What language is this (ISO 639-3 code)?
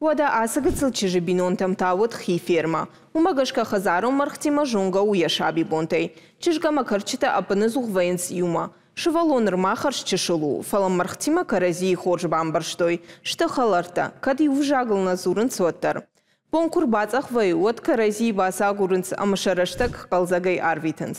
oss